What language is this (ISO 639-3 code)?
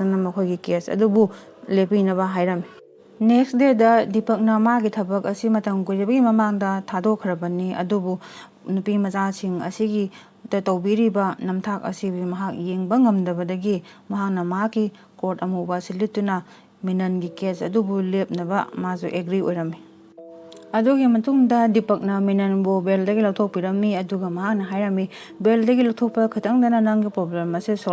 mni